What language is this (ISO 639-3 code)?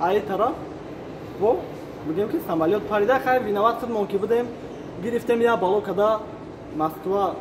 tgk